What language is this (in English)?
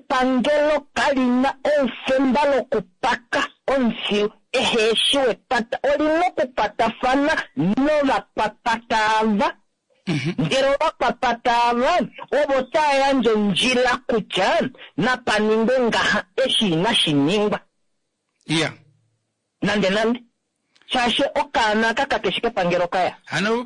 Kuanyama